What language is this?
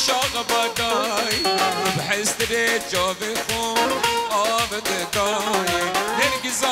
Persian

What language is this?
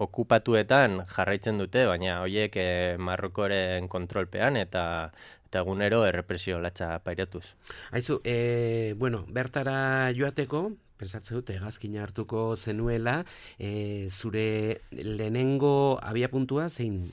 Basque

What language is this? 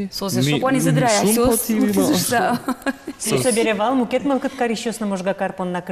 Udmurt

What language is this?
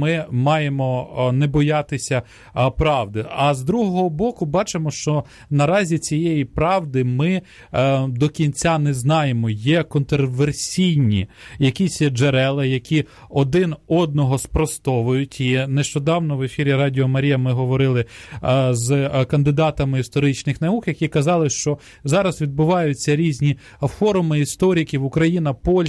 Ukrainian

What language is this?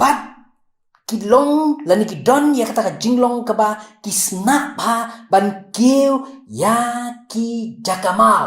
Khasi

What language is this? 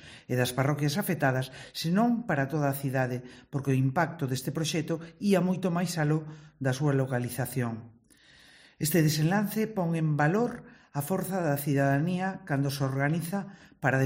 Galician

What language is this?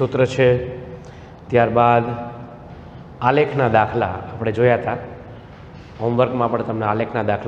Gujarati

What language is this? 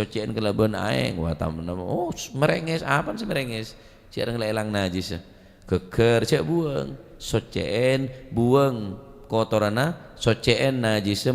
Madurese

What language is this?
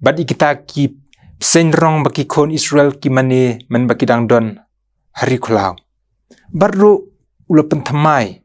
Khasi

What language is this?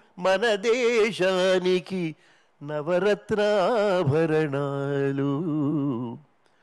Telugu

